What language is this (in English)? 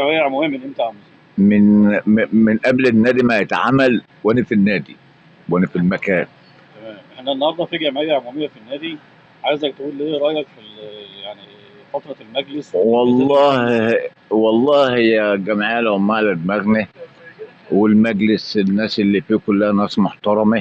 Egyptian Arabic